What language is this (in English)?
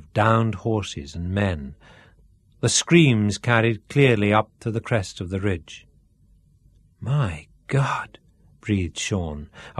English